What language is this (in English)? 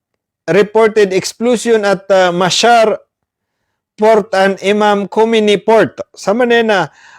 Maranao